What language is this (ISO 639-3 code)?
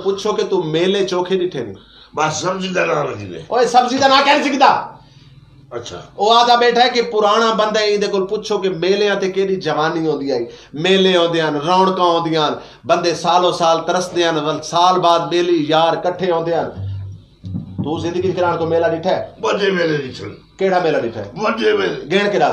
skr